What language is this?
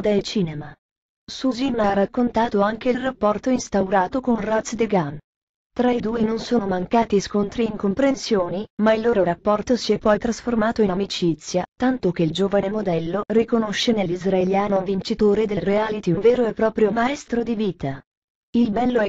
Italian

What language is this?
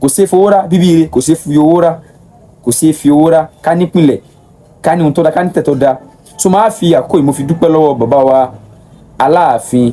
Yoruba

